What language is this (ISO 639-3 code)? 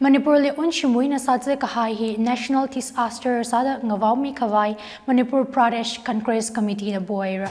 nmf